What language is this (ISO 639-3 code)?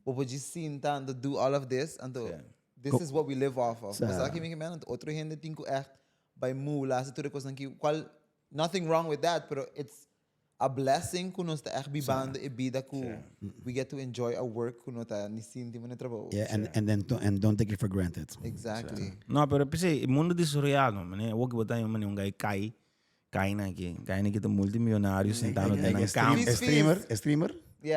pap